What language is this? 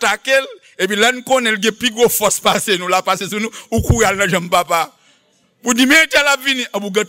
Haitian Creole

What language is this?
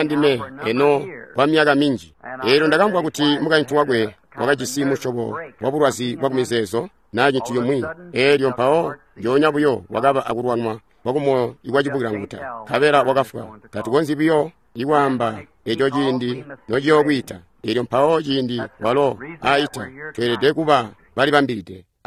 Tonga (Zambia)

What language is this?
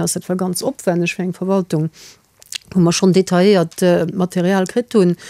Luxembourgish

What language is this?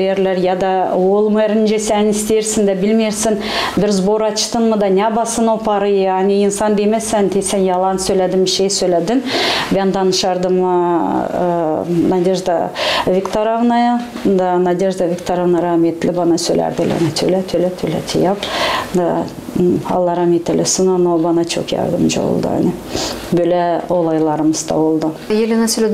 Gagauz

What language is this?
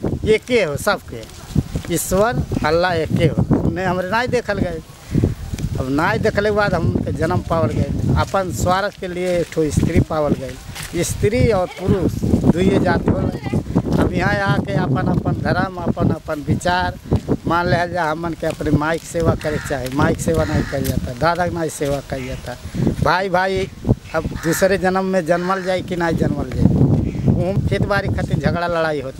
Bhojpuri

